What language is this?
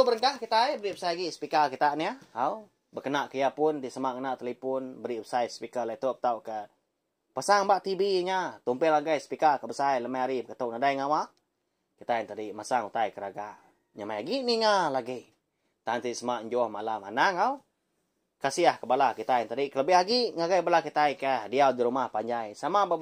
Iban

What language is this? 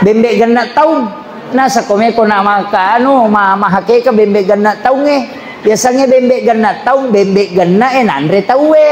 Buginese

